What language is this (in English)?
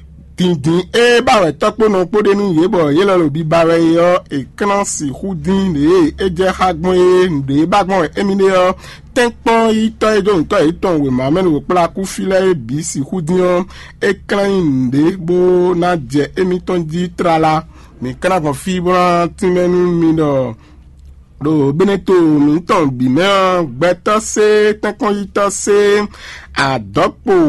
Fon